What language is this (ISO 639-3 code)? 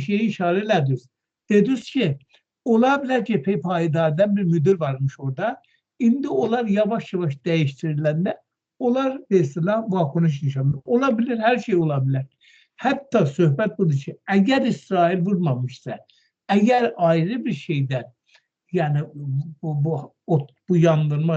aze